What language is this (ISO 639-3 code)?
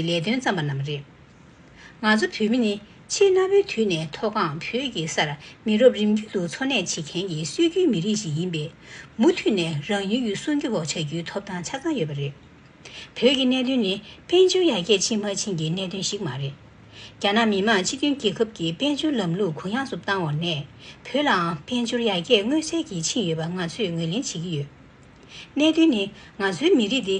bod